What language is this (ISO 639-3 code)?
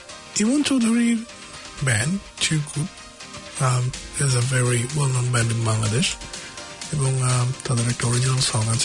ben